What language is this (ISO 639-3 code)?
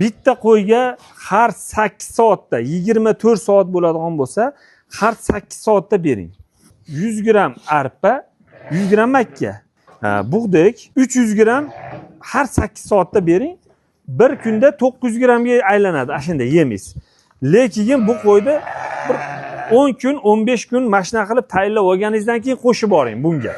uzb